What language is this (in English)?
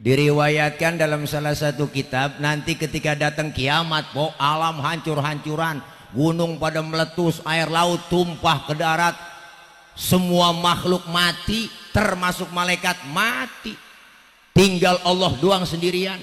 Betawi